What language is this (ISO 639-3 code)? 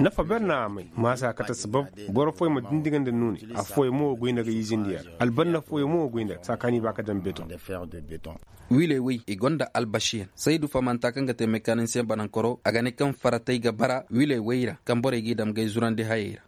ses